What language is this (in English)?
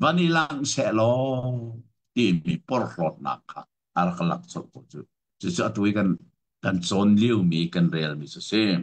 Hakha Chin